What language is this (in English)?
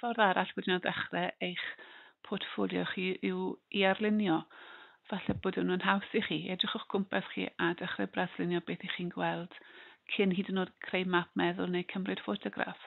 Welsh